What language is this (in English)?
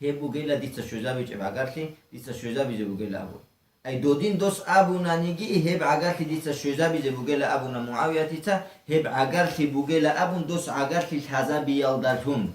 Avaric